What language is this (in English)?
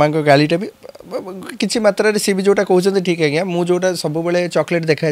Odia